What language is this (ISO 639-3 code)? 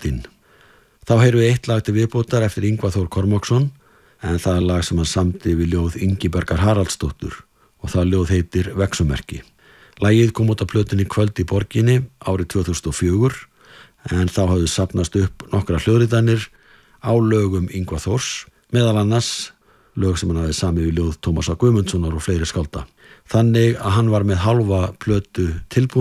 isl